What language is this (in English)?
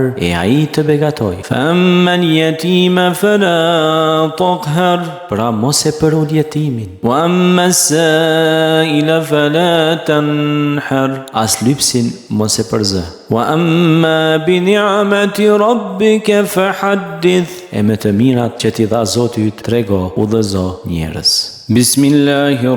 Albanian